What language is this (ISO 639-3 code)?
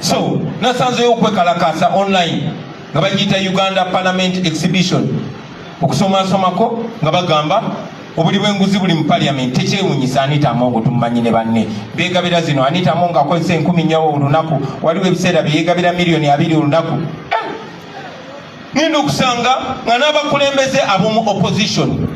lug